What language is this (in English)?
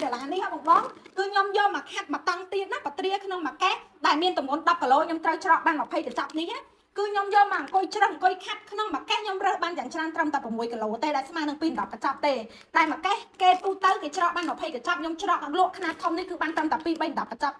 Khmer